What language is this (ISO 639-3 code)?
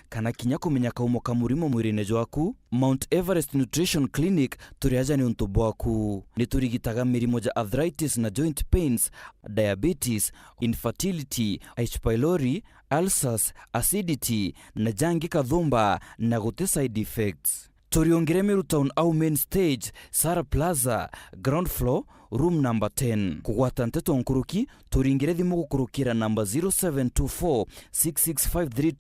mer